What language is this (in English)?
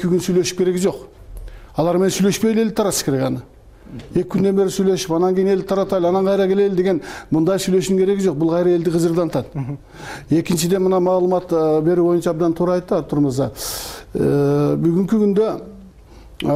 Kyrgyz